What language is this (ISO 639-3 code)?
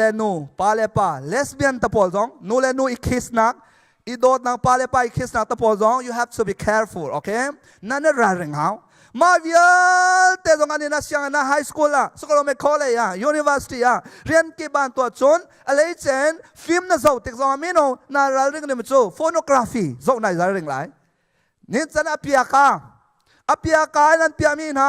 cnh